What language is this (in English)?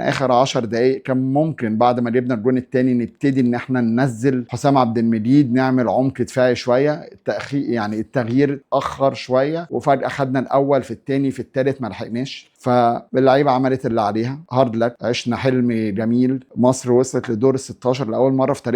Egyptian Arabic